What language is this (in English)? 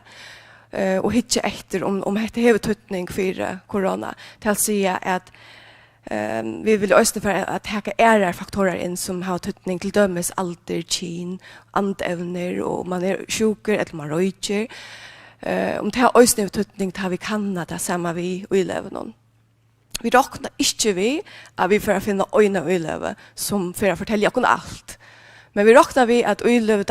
Faroese